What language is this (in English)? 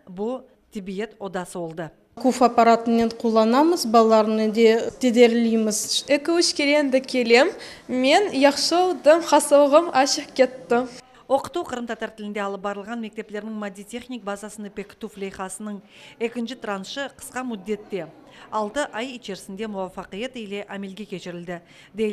Crimean Tatar